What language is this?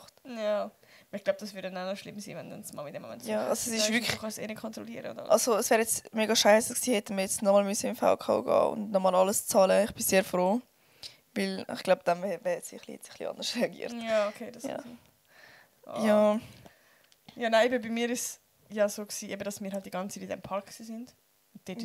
Swiss German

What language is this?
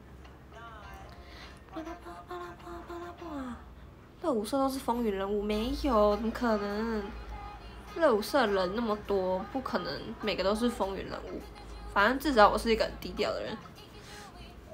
Chinese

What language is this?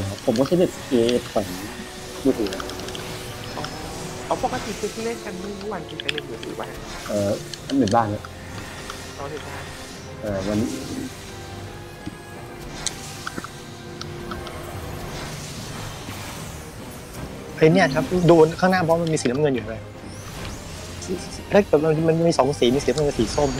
Thai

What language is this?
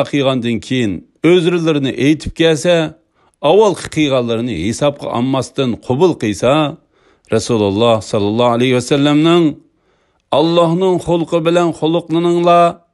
Uyghur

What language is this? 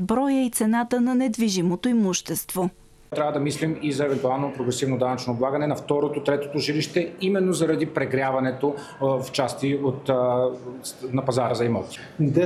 Bulgarian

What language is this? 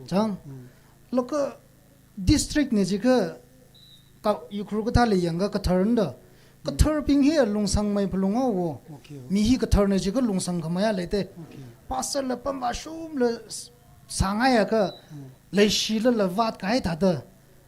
Tangkhul Naga (India)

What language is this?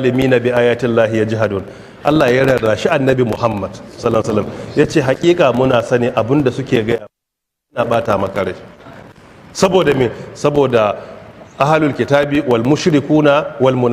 Hausa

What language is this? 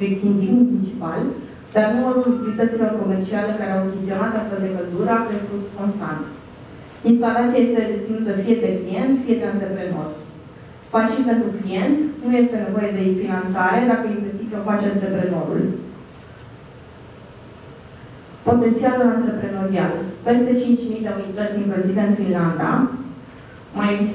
Romanian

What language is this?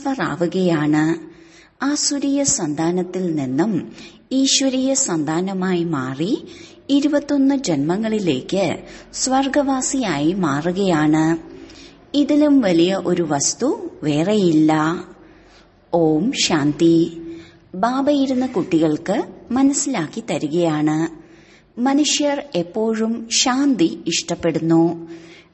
Malayalam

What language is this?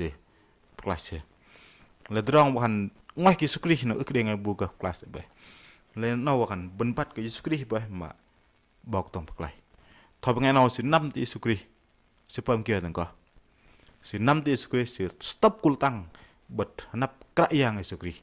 Bahnar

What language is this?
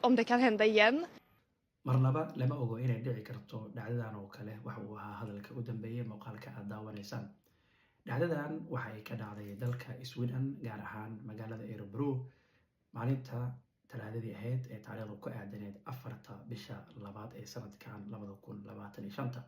Somali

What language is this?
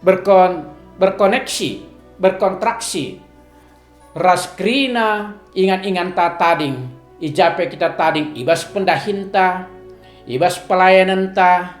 Batak Karo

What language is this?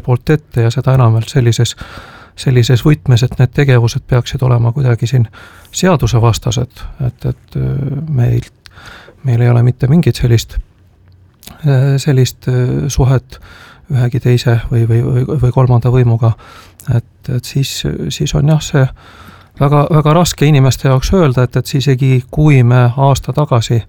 Estonian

